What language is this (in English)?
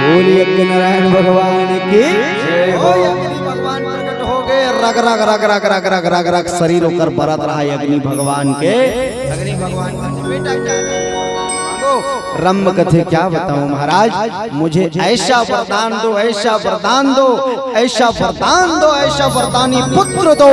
Chhattisgarhi